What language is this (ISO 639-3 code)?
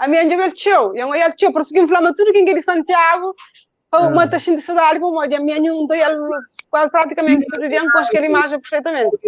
kea